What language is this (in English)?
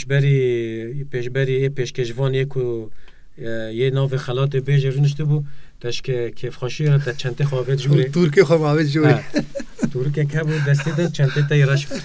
Kurdish